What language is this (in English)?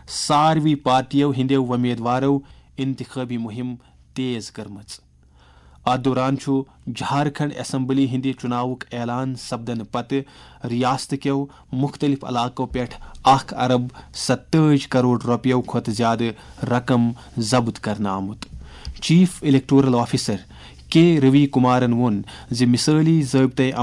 Kashmiri